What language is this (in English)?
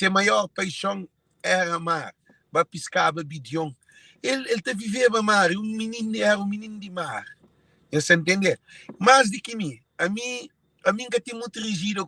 Kabuverdianu